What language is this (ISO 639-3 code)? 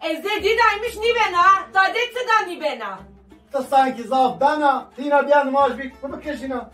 zza